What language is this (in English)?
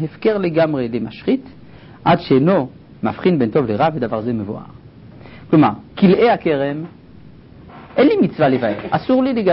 Hebrew